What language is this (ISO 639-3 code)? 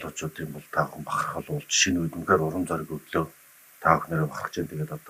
mon